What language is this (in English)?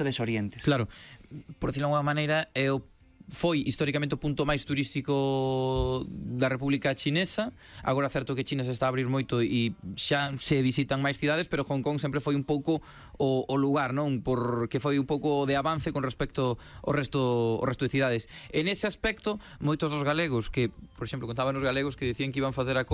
Galician